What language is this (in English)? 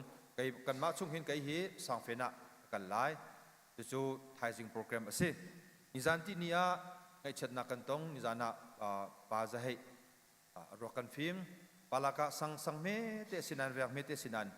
Hakha Chin